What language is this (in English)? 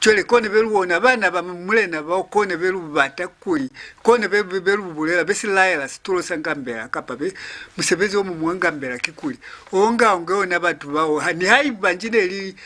Lozi